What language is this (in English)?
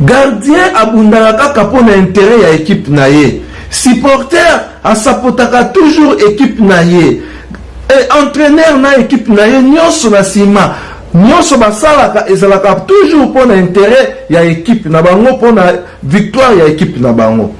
Lingala